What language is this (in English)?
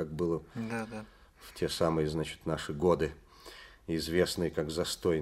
Russian